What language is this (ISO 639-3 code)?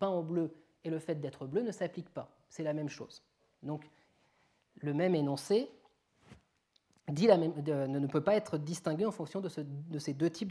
fra